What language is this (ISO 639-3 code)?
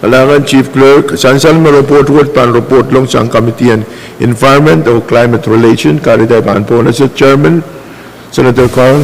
pon